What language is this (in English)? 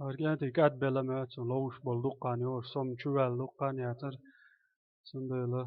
Chechen